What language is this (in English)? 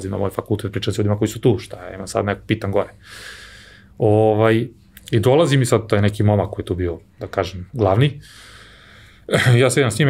Serbian